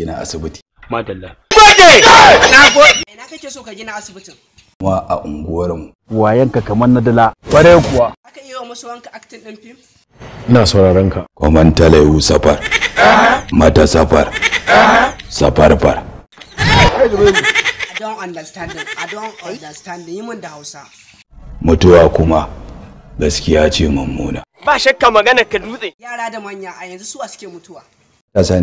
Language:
Hausa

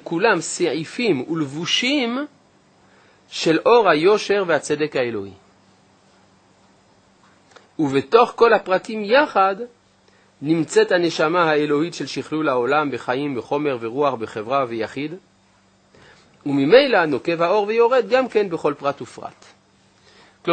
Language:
Hebrew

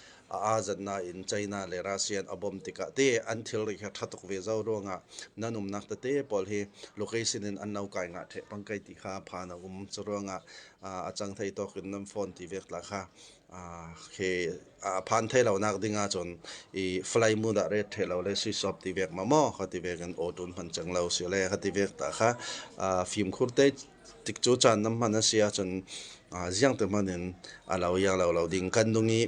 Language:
Hakha Chin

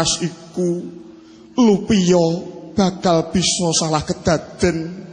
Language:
Javanese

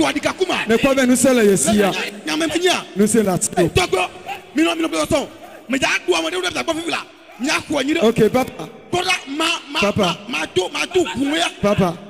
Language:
Ewe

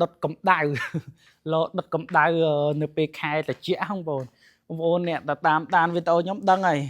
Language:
Khmer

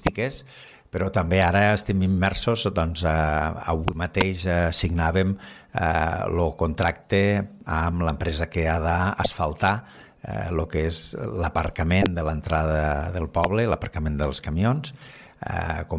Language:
Catalan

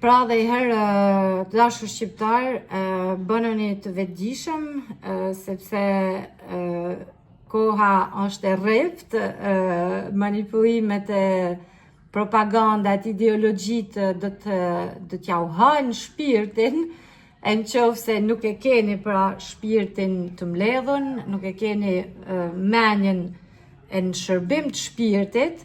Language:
Albanian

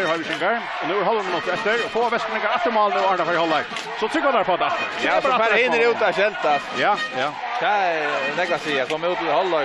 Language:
Faroese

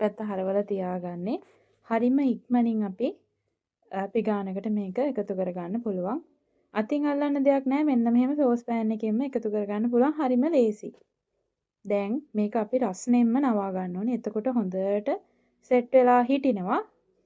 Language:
Sinhala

